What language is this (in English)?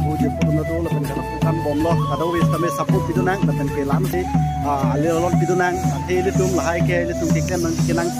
Karbi